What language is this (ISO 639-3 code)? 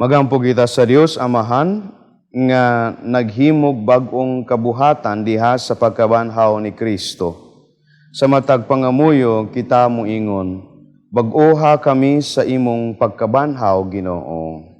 ceb